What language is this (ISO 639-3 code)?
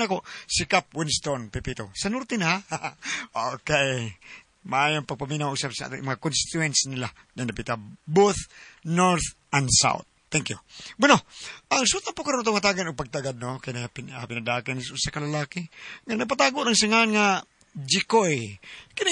ceb